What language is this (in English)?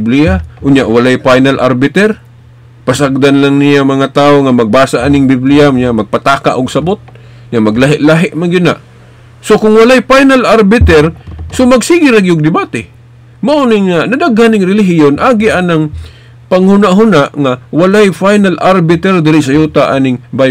Cebuano